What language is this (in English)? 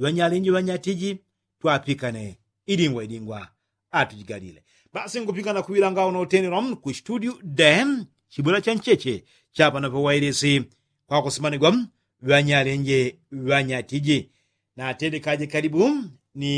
Yao